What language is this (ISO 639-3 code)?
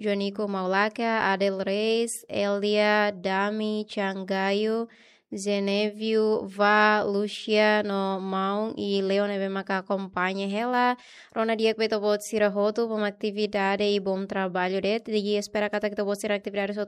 tet